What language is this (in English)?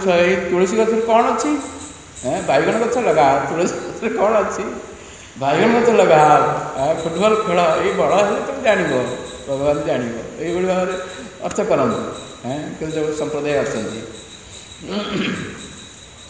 Odia